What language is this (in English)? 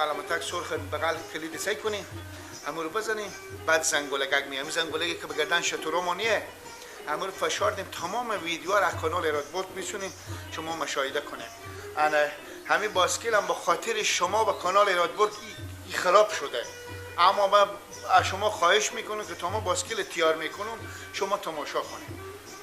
Persian